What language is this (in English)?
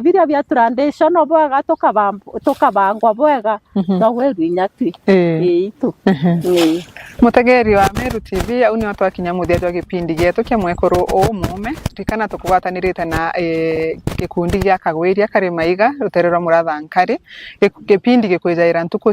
Meru